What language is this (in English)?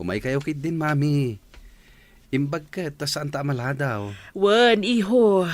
Iloko